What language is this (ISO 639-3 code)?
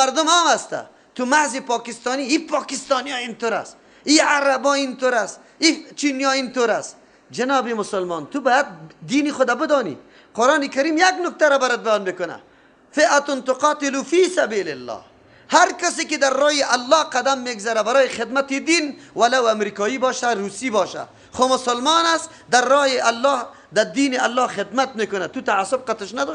fas